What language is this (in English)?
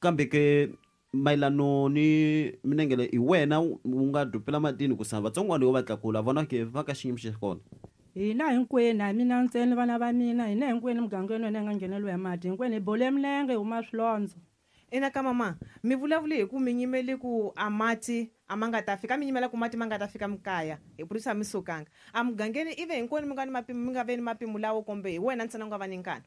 Tsonga